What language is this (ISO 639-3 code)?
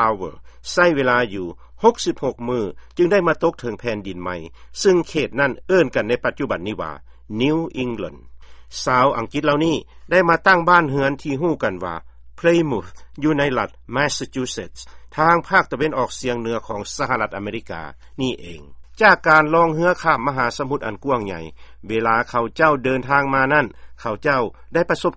lao